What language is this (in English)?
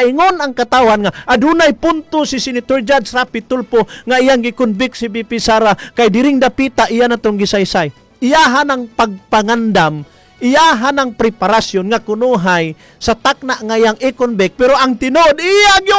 Cebuano